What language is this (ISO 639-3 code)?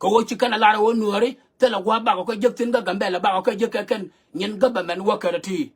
nus